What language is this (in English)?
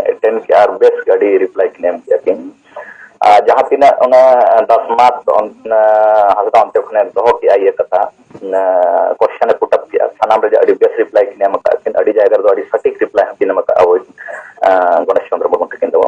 Santali